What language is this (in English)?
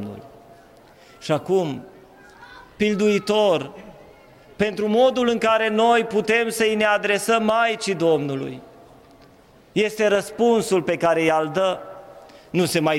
Romanian